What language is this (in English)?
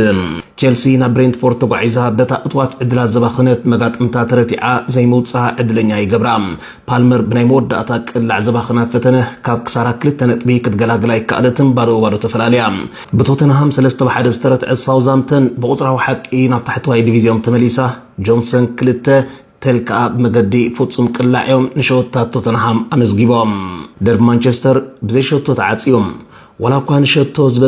Tigrinya